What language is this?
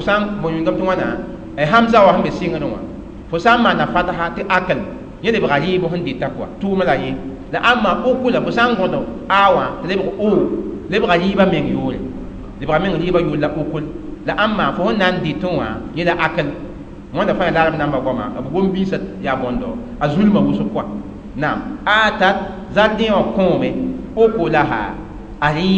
Mossi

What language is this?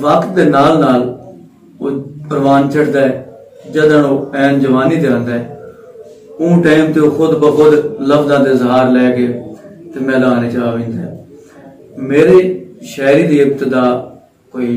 Saraiki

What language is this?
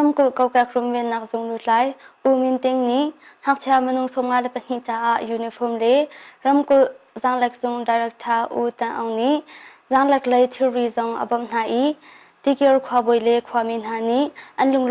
Hakha Chin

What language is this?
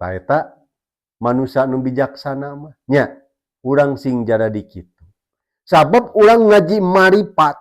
Sundanese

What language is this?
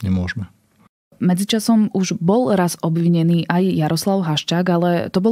Slovak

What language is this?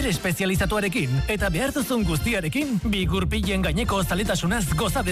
Basque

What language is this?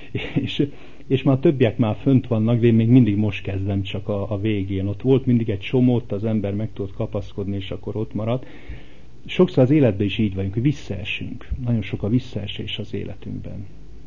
Hungarian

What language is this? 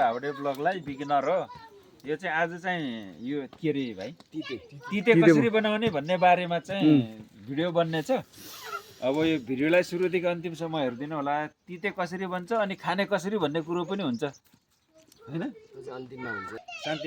Nepali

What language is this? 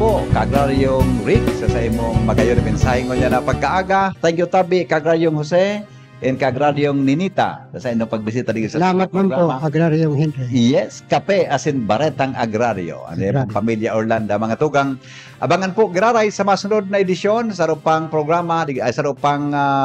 Bikol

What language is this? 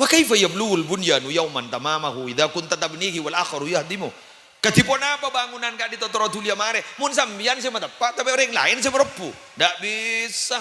Madurese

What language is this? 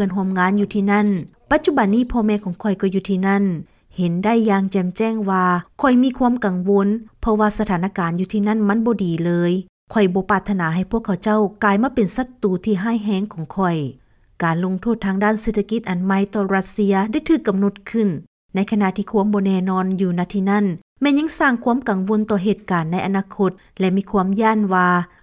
Lao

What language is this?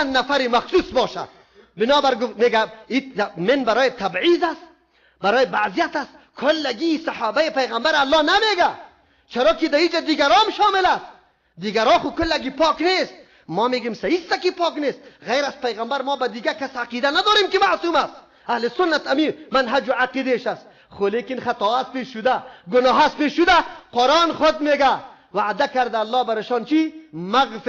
Persian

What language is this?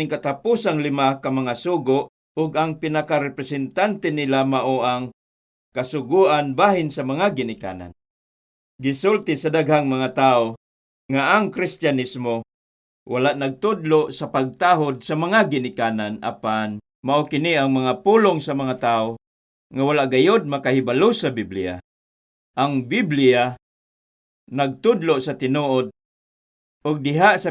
Cebuano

